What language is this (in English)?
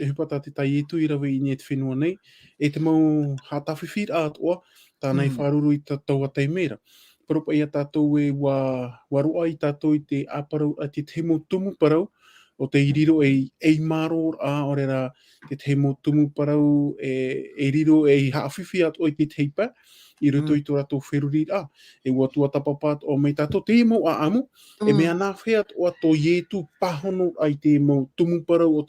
Tahitian